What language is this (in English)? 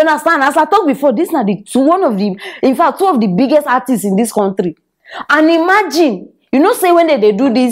Nigerian Pidgin